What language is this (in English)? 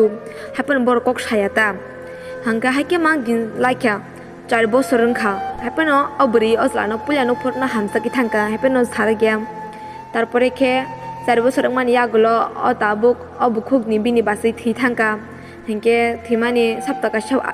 Kok Borok